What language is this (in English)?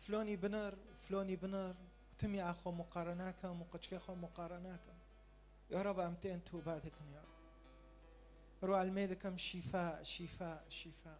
Kurdish